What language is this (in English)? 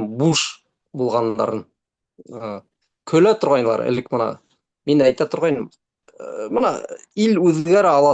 Bashkir